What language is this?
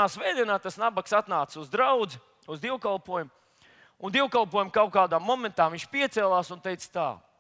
Latvian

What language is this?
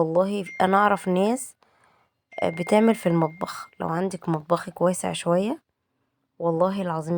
Egyptian Arabic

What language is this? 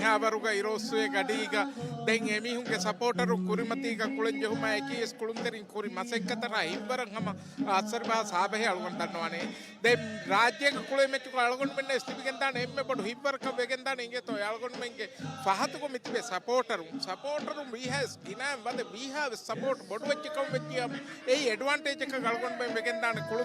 Divehi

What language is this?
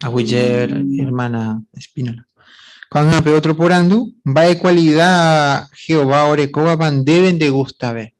Guarani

